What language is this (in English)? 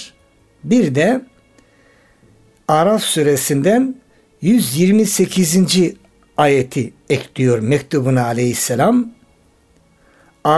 Turkish